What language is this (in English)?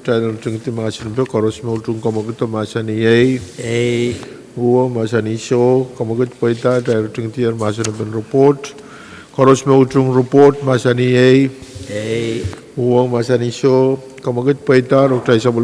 Pohnpeian